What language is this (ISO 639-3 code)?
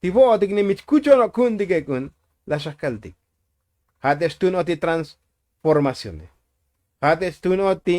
tzo